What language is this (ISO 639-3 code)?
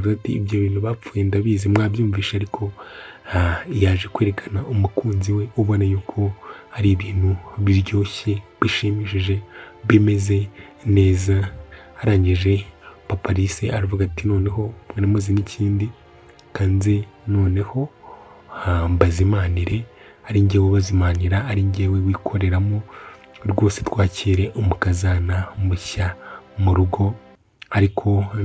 kin